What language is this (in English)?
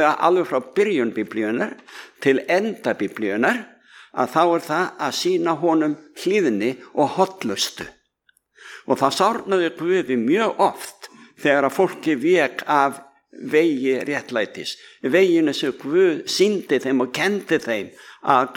Icelandic